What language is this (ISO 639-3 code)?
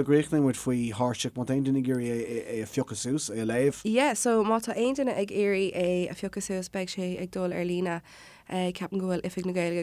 gle